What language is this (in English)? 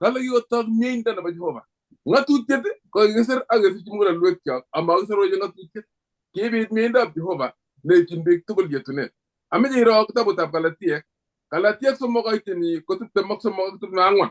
Kalenjin